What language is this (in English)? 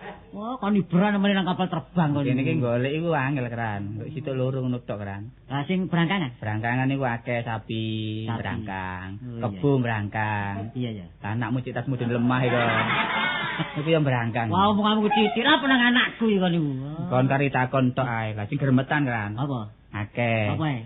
Javanese